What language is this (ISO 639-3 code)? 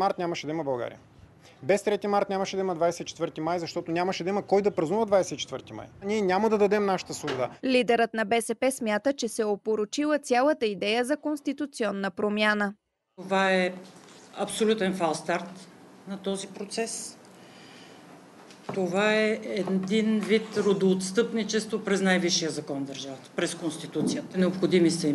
bul